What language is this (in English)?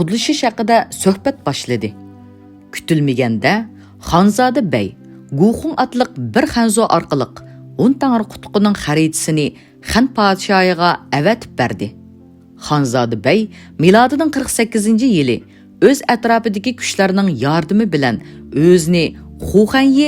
Uyghur